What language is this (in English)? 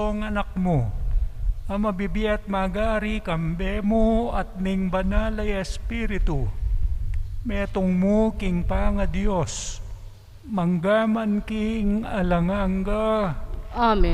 Pampanga